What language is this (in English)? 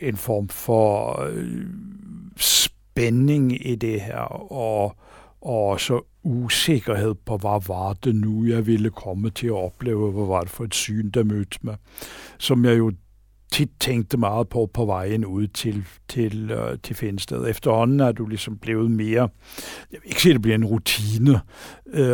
Danish